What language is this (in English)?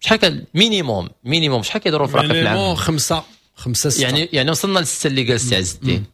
Moroccan Arabic